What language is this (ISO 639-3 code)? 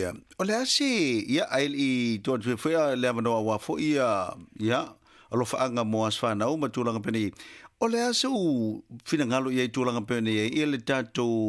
smo